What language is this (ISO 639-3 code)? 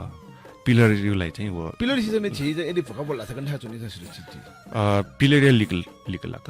new